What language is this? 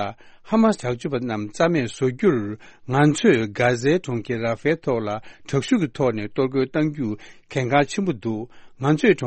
Tibetan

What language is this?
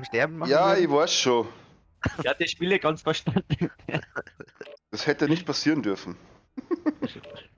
Bavarian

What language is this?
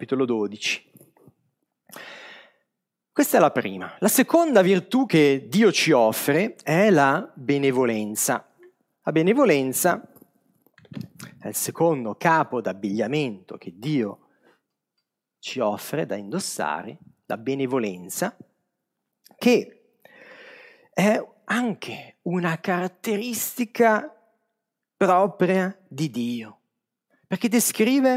Italian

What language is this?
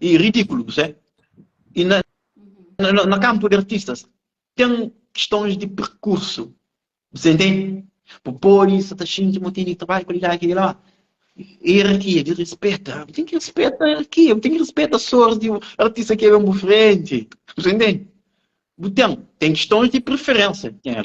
Kabuverdianu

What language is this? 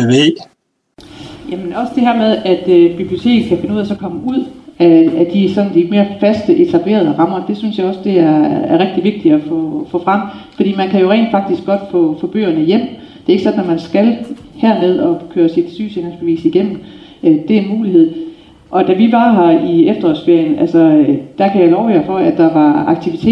Danish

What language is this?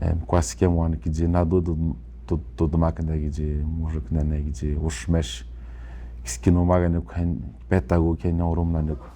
Atikamekw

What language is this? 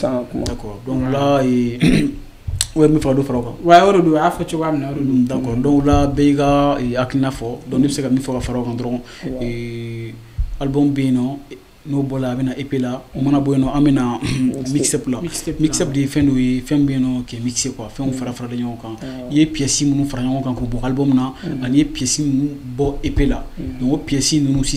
Bambara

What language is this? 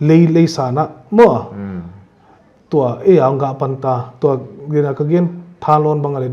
Paite Chin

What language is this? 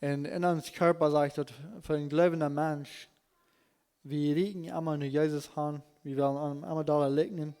Plautdietsch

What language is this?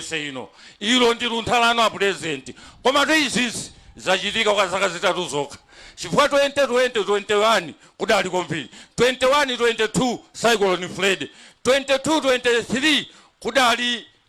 Nyanja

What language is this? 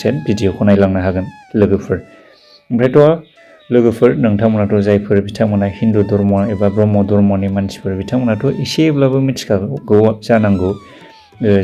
Bodo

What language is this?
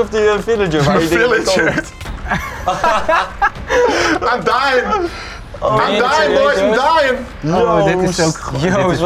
Dutch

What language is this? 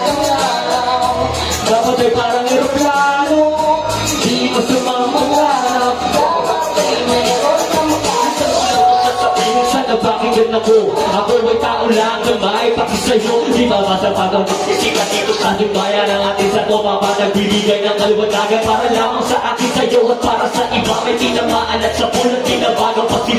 Filipino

